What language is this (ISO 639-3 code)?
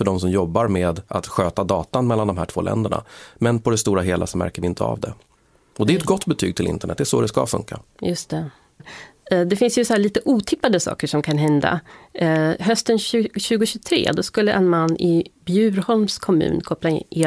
swe